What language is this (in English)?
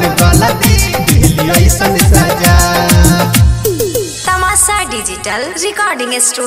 Bhojpuri